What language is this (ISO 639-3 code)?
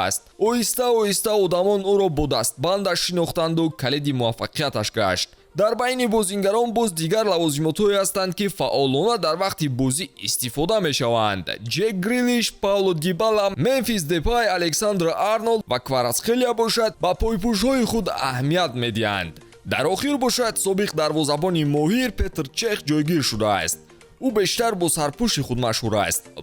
tgk